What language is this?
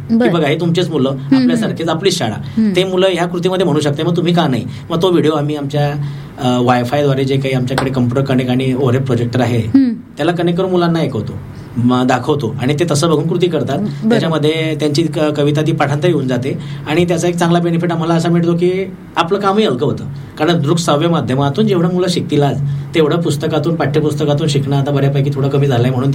Marathi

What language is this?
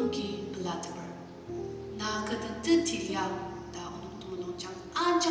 Ao Naga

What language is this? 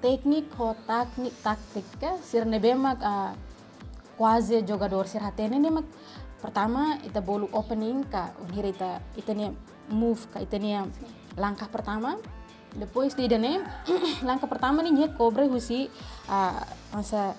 Tetum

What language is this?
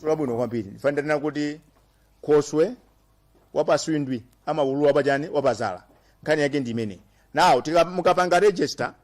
Nyanja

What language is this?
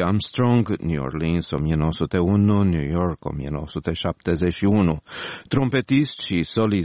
Romanian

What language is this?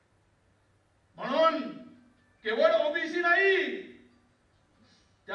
Marathi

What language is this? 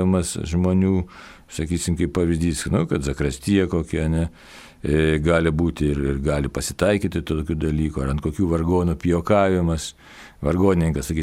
Lithuanian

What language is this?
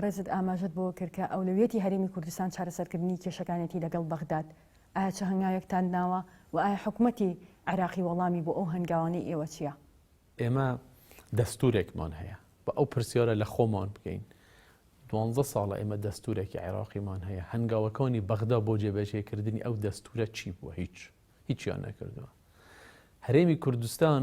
Central Kurdish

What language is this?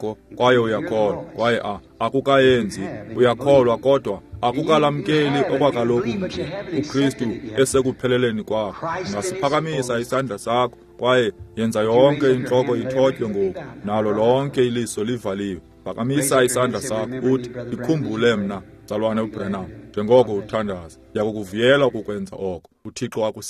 Xhosa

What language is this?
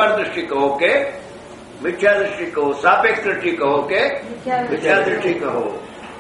Gujarati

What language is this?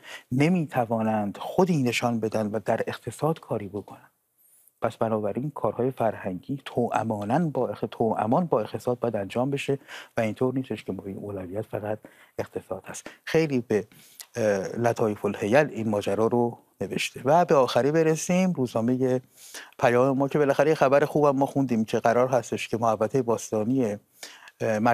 Persian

